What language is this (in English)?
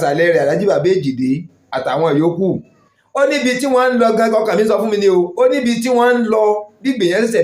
Yoruba